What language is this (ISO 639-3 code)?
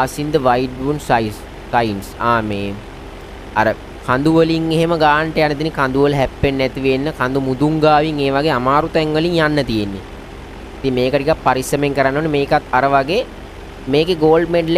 sin